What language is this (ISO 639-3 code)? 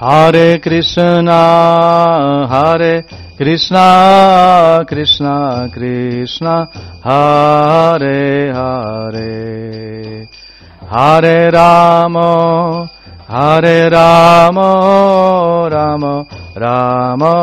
srp